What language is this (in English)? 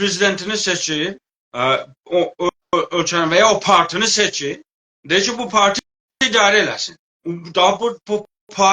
South Azerbaijani